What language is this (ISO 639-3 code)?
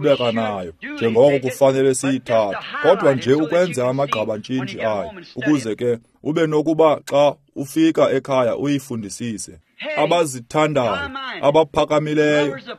xho